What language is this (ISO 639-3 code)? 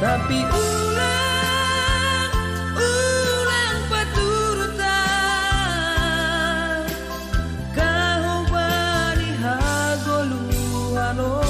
bts